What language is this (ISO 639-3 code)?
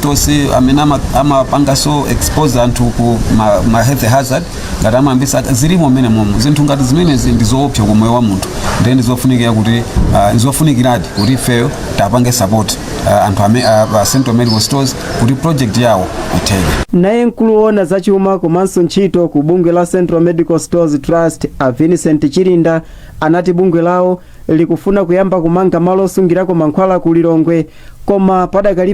nya